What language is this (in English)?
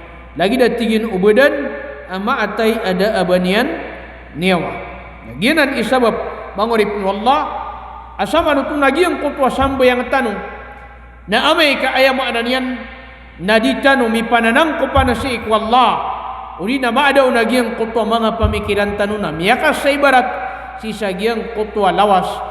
Maranao